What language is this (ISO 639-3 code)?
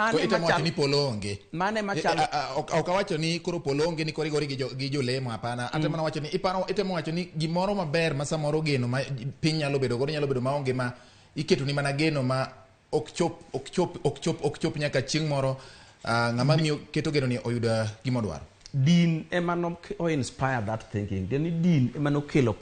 luo